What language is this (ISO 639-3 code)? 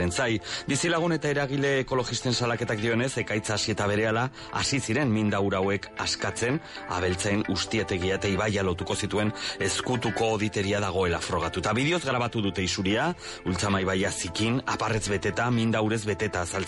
eus